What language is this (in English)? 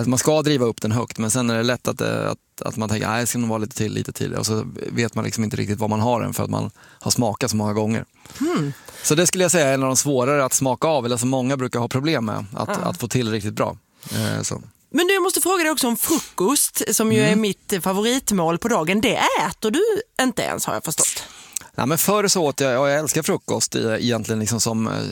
Swedish